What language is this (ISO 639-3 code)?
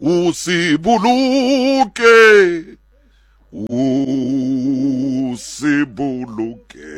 sot